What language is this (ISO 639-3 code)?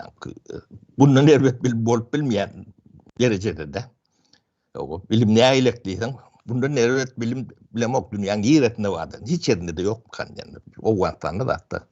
tuk